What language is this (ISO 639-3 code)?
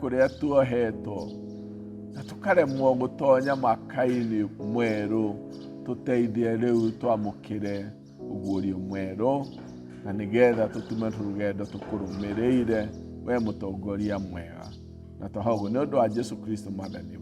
kik